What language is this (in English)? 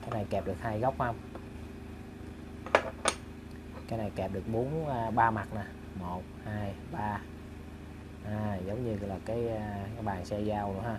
Vietnamese